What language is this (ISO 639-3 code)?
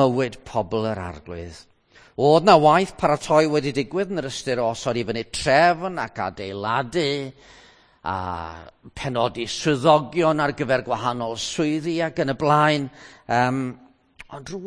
cym